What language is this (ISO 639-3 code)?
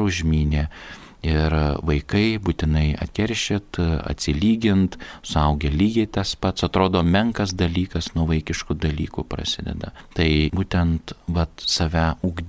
lit